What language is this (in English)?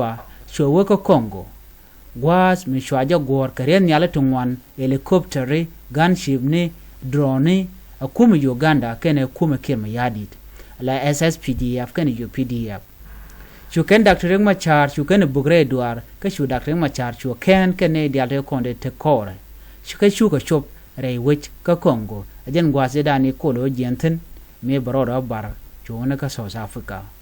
Nuer